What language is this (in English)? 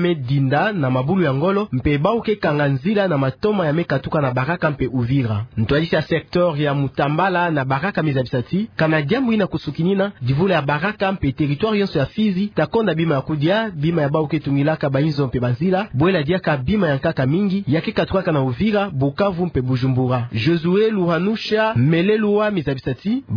Kituba (Democratic Republic of Congo)